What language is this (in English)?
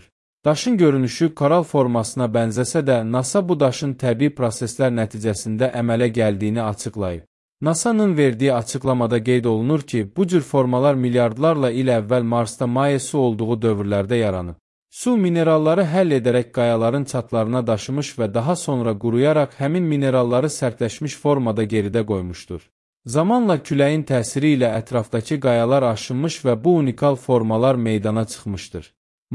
Azerbaijani